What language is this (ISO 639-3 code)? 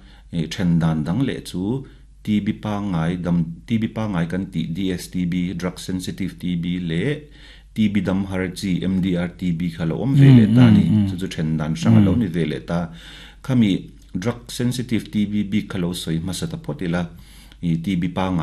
lus